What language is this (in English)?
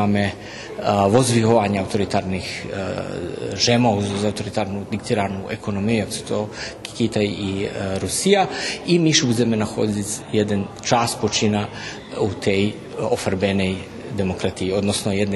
Rusyn